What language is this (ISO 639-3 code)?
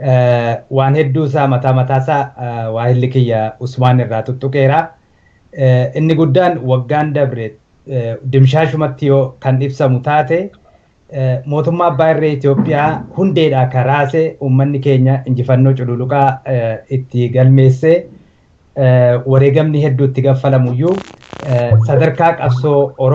orm